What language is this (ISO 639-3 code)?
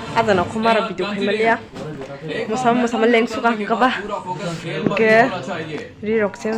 trp